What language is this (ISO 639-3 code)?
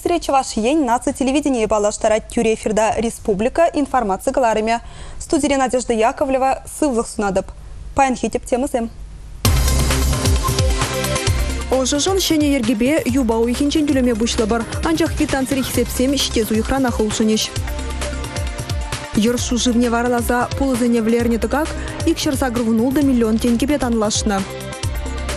chv